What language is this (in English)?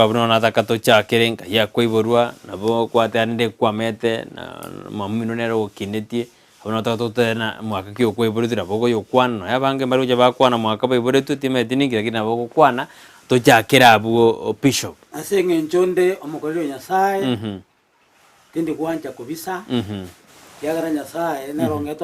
Gusii